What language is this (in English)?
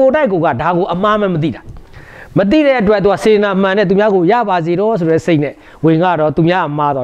Burmese